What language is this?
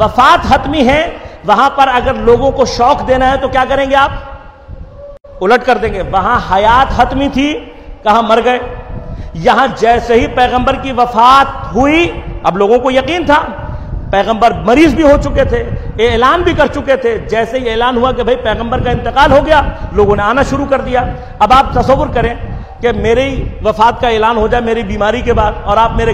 Urdu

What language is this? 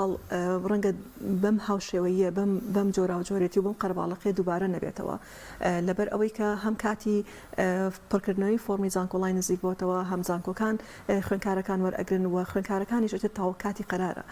Central Kurdish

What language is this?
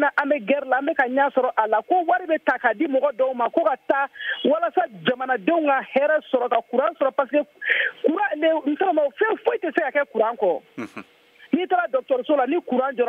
Bambara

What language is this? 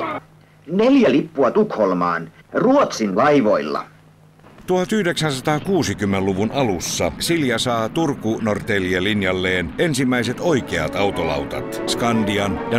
Finnish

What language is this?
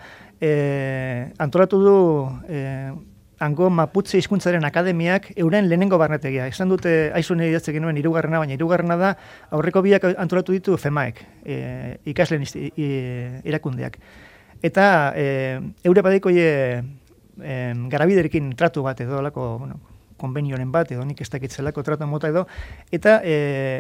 Basque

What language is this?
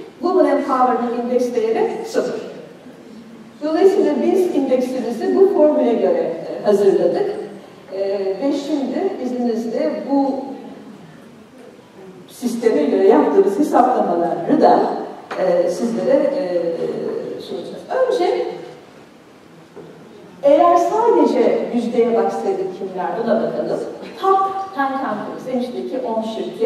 Turkish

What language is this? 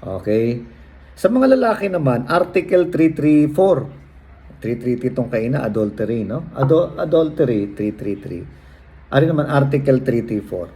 Hiligaynon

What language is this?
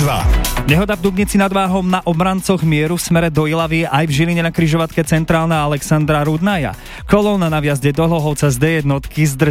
Slovak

